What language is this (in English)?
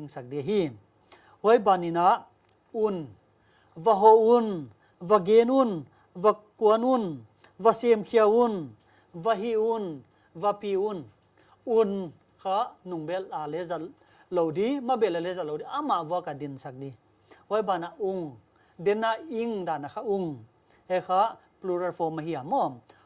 Paite Chin